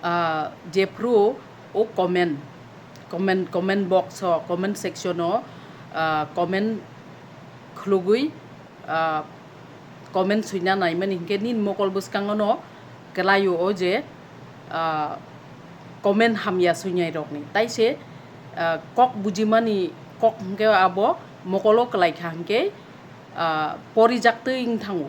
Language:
Kok Borok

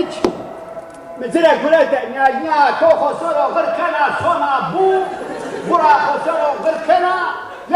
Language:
Zaza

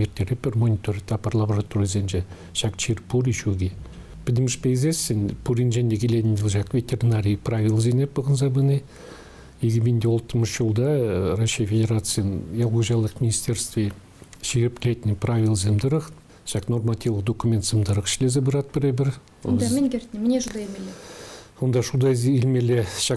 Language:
Chuvash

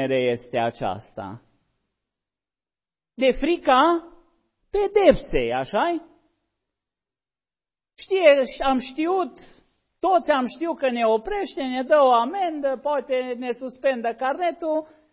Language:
Romanian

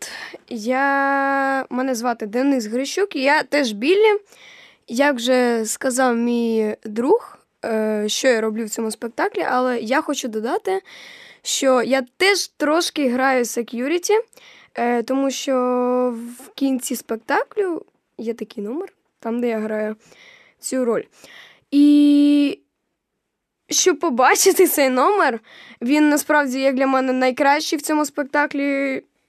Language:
Ukrainian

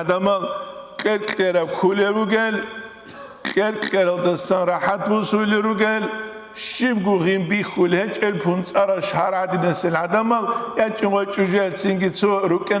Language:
Avaric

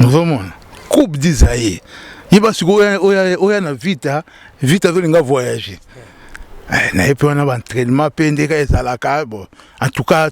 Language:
Lingala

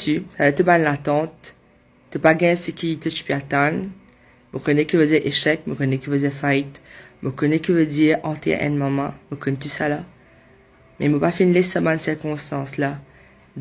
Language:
Morisyen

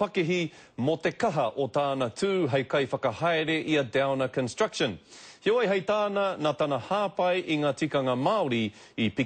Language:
Māori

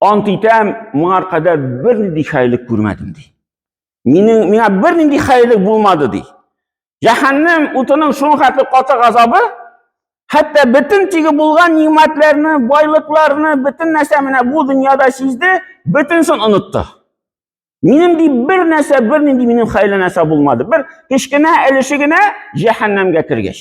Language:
Tatar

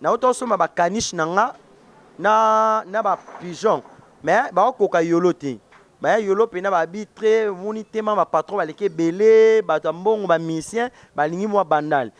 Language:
Lingala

